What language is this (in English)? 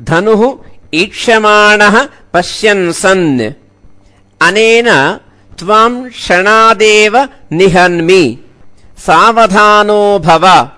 Sanskrit